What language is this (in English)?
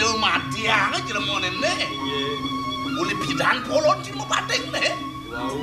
Balinese